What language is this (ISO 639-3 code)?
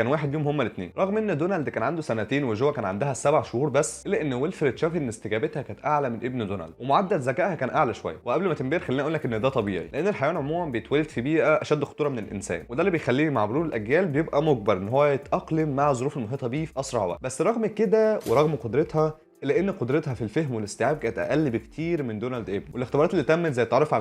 arz